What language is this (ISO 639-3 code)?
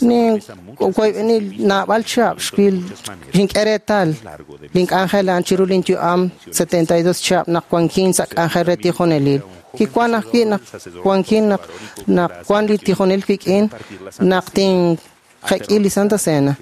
kek